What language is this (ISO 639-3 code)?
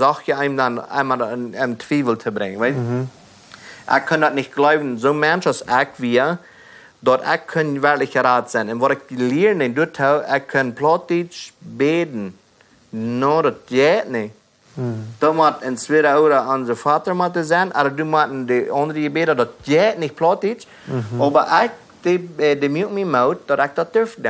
pdt